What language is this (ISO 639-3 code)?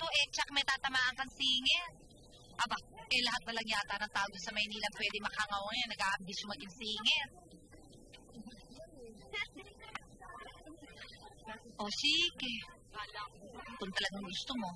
fil